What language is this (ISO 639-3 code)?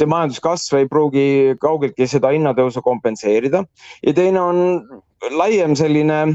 est